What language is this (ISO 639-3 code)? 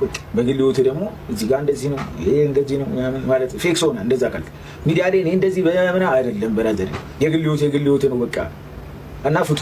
amh